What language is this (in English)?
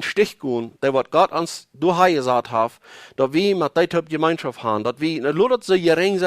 Plautdietsch